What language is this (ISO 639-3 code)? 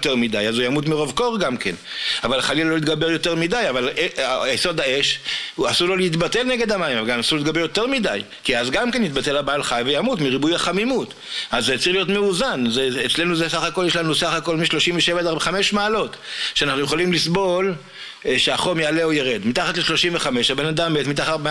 heb